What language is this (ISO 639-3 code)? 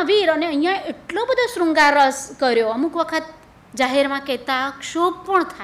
guj